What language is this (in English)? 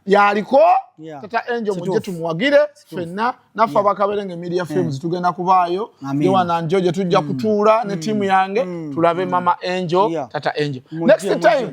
Ganda